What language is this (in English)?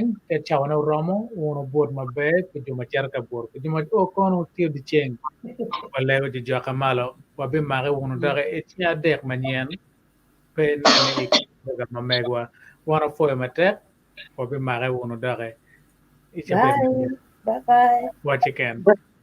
Acoli